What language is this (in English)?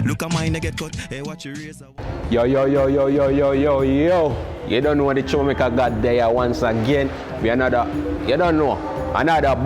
Jamaican Creole English